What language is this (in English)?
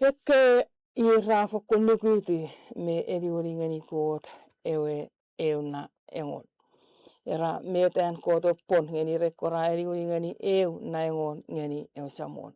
Chuukese